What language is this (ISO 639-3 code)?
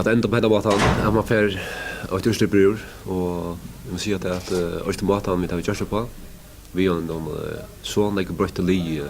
fao